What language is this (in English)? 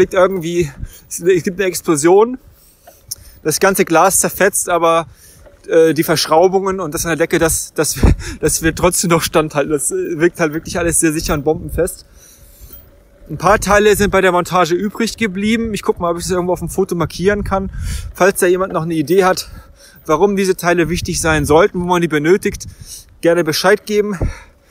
German